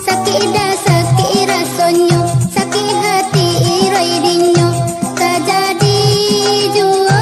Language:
Minangkabau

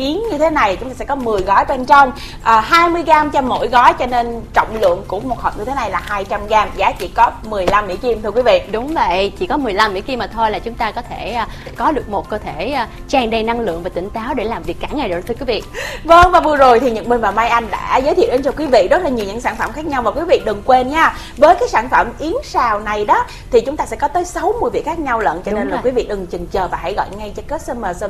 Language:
Vietnamese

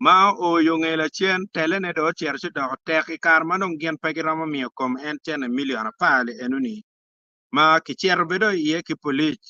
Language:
Acoli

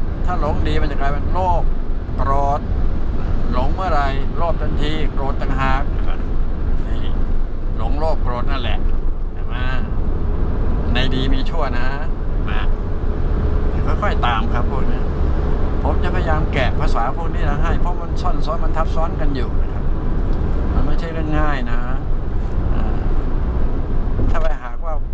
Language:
Thai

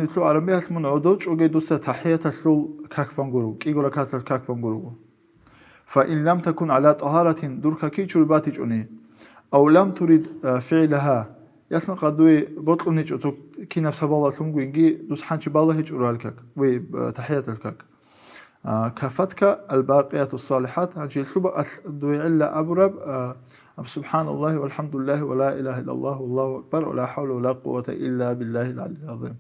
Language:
Avaric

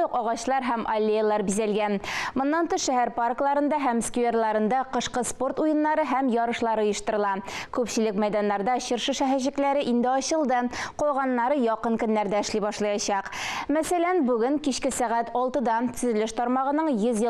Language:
Tatar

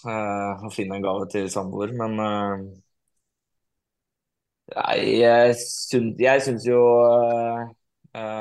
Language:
Norwegian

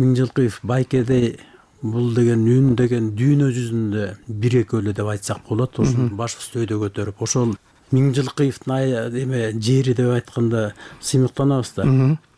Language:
Kyrgyz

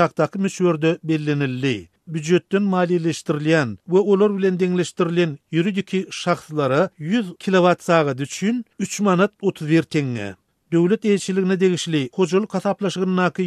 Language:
Turkmen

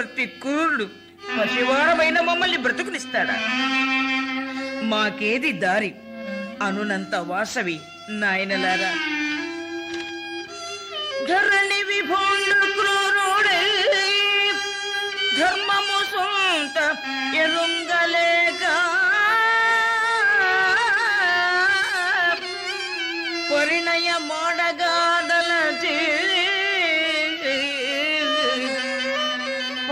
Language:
Telugu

